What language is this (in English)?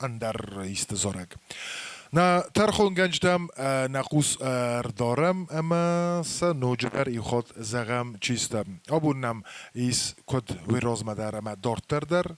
Ossetic